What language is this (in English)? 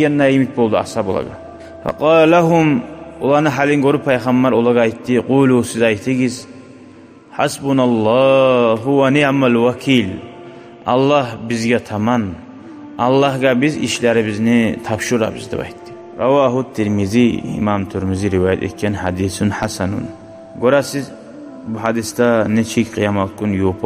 Kumyk